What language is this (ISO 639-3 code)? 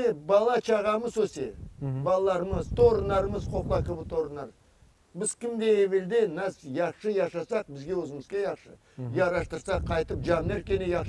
crh